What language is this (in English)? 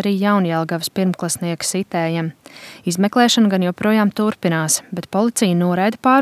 Latvian